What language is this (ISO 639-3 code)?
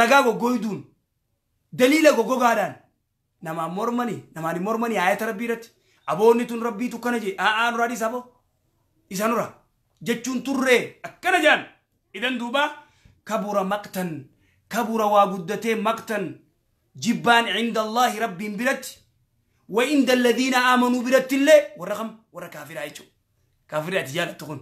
orm